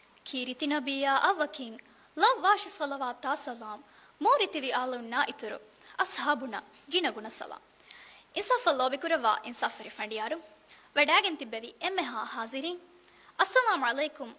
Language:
Divehi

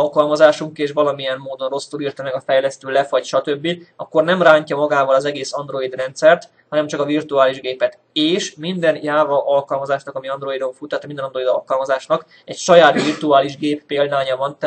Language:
Hungarian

